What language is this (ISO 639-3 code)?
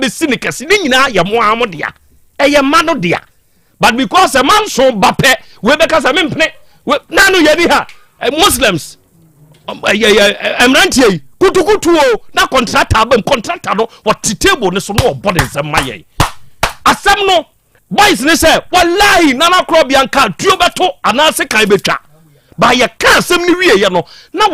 aka